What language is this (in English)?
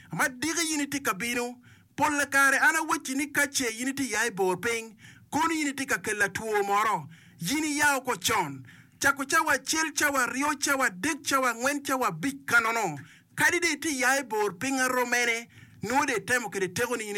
Acoli